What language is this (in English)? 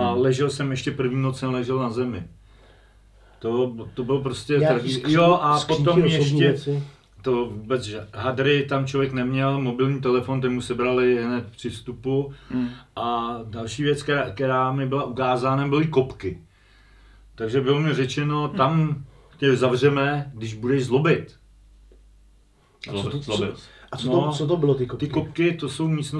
Czech